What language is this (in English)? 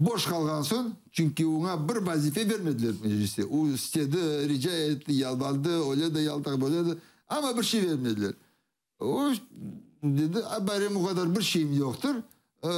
Crimean Tatar